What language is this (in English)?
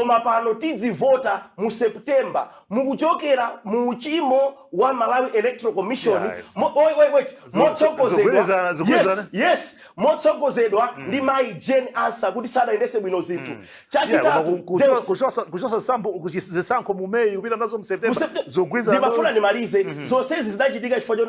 Nyanja